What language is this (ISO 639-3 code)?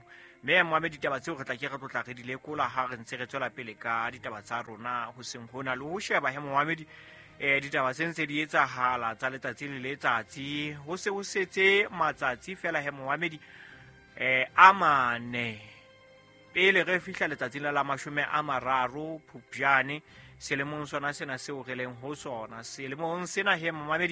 sot